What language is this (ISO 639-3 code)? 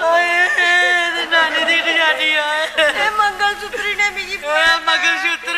doi